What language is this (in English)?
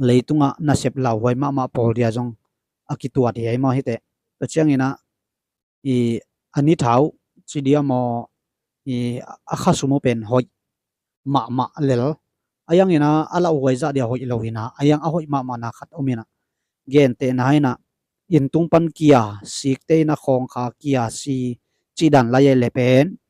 Tedim Chin